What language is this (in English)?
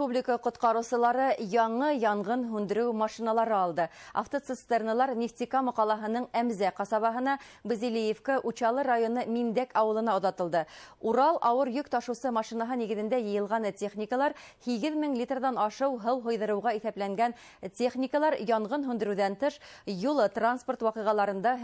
Bashkir